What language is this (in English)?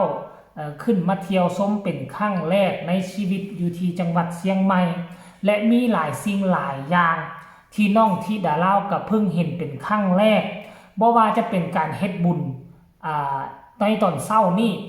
Northeastern Thai